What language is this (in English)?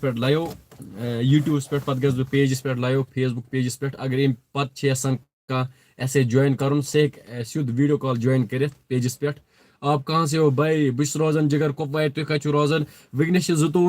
Kashmiri